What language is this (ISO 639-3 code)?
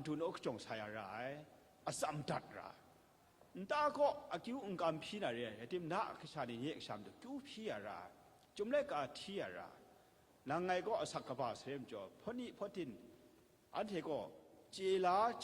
kac